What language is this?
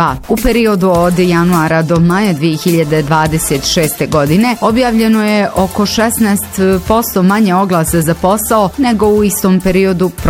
Bosnian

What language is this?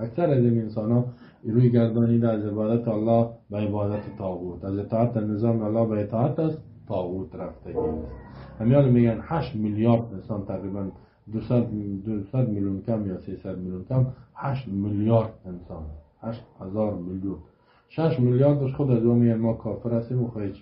Persian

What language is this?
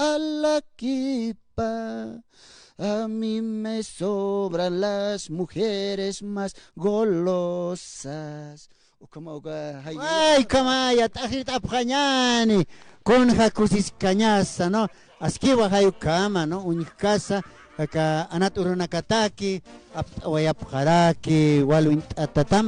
Aymara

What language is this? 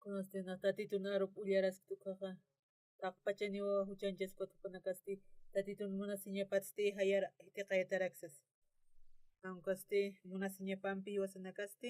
Aymara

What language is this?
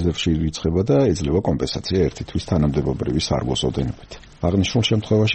Georgian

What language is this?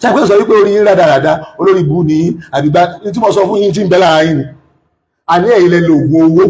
Yoruba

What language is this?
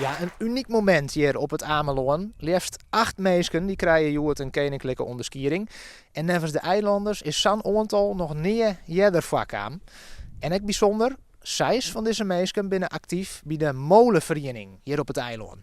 Western Frisian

